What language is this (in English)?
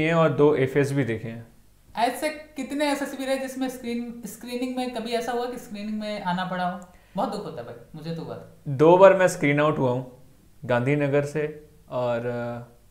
Hindi